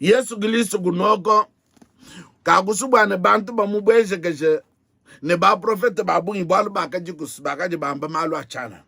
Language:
Luba-Lulua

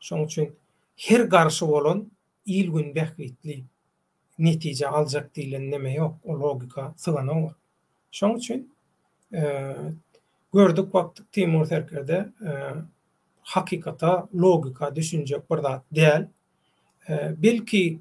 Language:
Turkmen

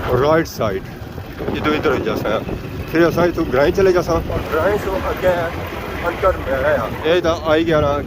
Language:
Pahari-Potwari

